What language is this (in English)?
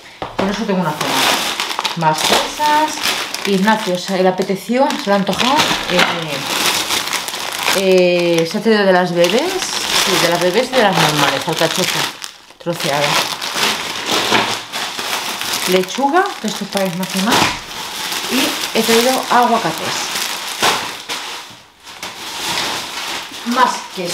Spanish